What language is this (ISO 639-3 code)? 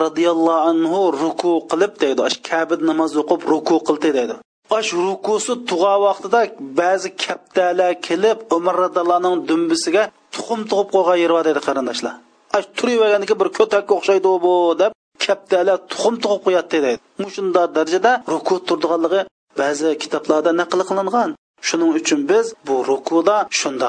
uig